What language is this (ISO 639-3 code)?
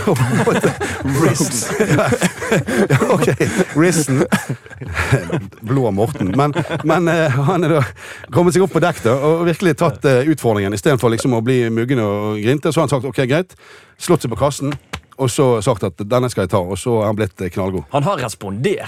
nor